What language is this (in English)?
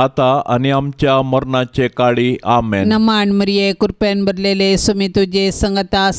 Konkani